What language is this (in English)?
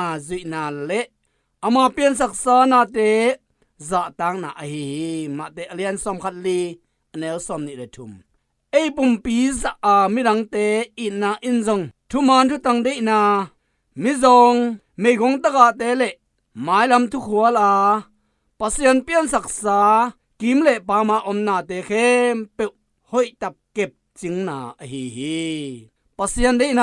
Tedim Chin